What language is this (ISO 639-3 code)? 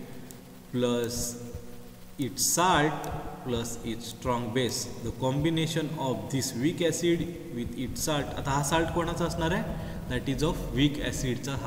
mar